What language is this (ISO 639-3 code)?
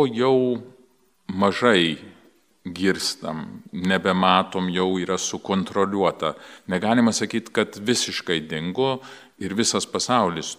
lit